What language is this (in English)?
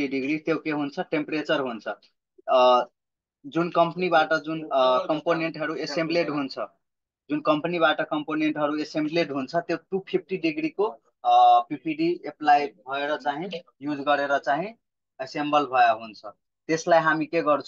Nepali